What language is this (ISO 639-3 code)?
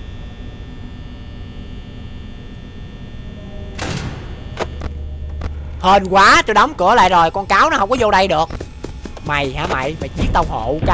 vie